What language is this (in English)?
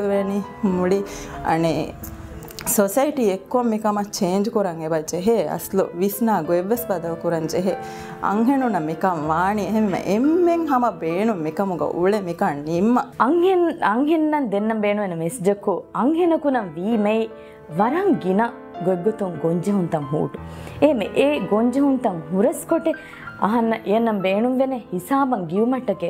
Divehi